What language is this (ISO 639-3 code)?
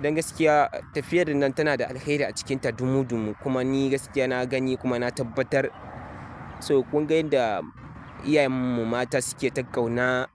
hau